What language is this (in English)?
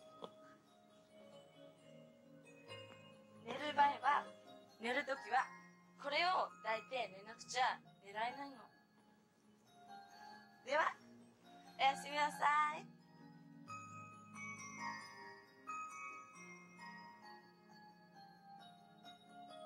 Japanese